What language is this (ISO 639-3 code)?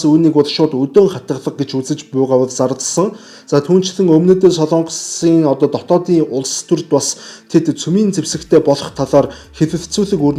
mon